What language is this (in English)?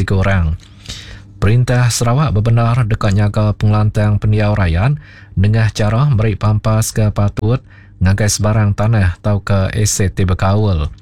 Iban